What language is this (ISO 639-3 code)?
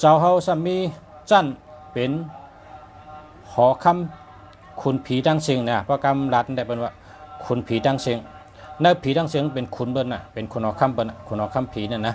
shn